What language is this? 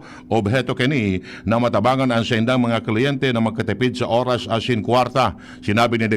Bikol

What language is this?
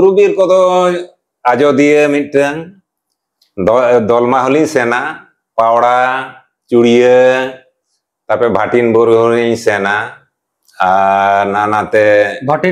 Santali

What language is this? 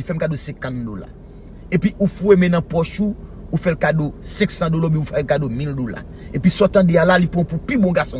Haitian Creole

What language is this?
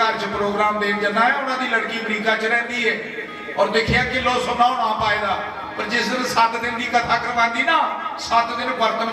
Dogri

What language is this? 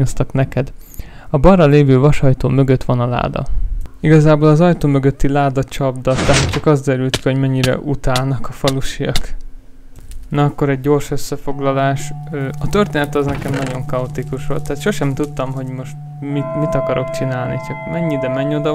Hungarian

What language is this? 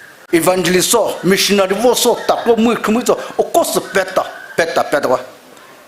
Poumei Naga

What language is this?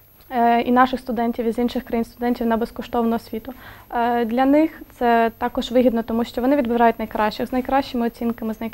Ukrainian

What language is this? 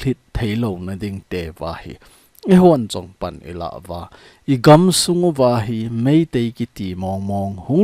Thado Chin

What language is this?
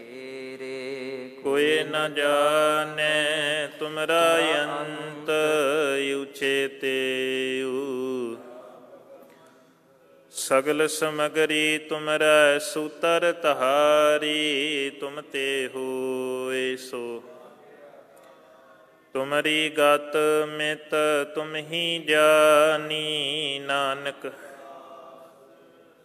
Punjabi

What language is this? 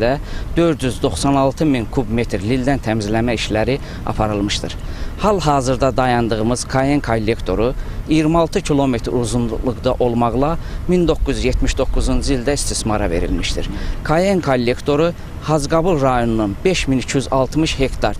Azerbaijani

